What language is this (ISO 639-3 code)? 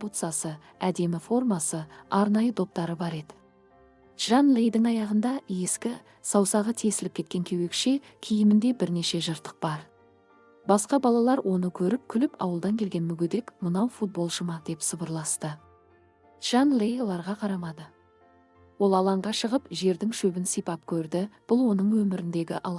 kaz